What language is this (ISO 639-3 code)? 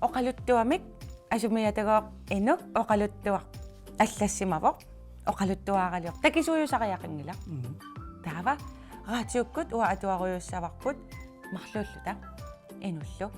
kal